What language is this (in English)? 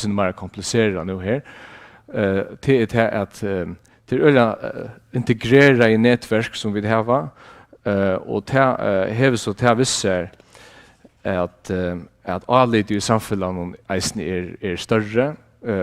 Faroese